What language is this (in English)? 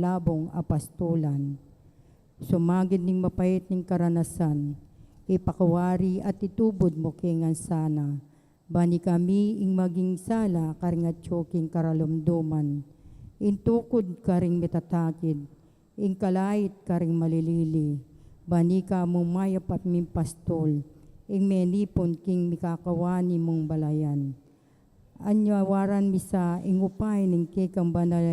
Pampanga